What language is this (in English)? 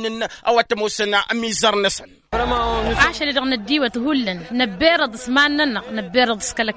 Tamasheq